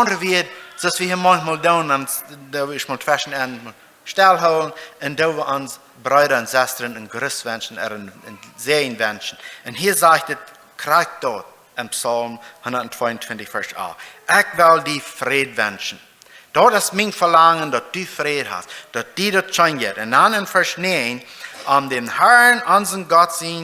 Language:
Plautdietsch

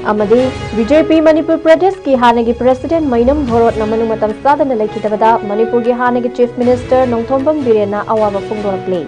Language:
Manipuri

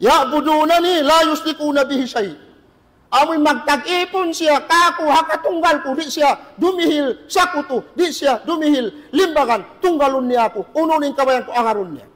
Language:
Tausug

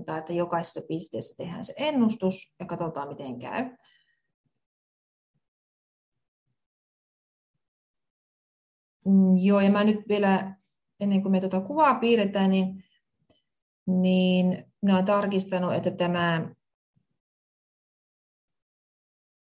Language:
Finnish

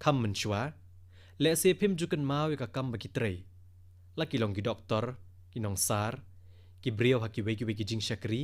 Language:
Khasi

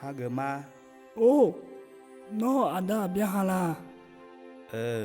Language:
Akha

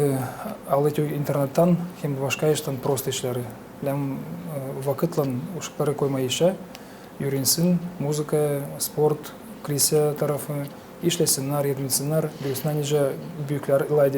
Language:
Gagauz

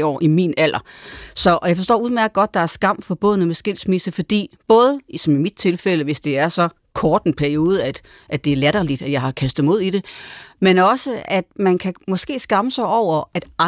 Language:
Danish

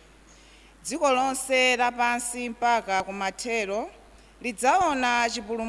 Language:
Nyanja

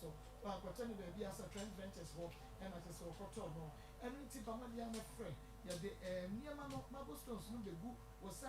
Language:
Akan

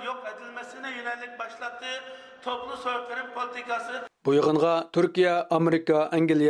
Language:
Uyghur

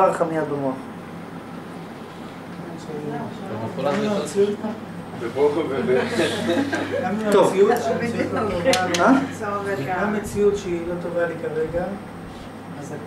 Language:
Hebrew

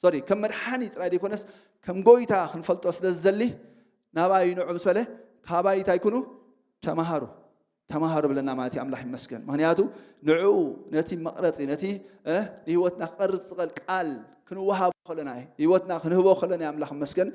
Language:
Tigrinya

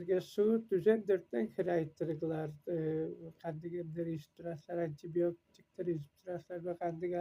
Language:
Tuvinian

